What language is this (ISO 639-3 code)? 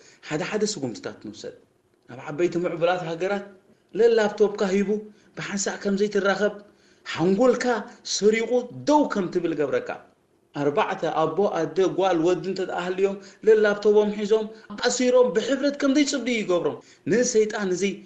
tir